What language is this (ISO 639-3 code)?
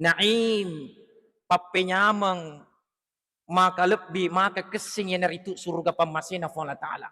bug